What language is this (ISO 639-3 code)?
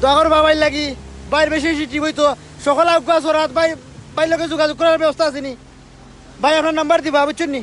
syl